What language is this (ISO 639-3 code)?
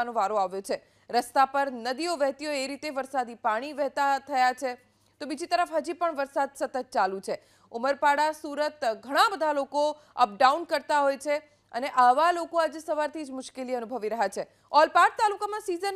guj